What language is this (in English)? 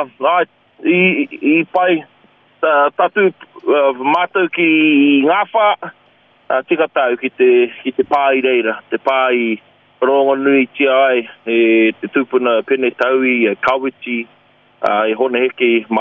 Māori